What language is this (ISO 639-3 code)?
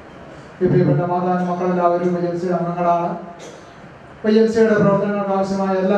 mal